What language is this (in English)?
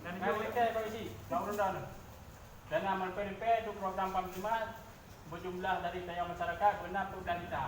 Achinese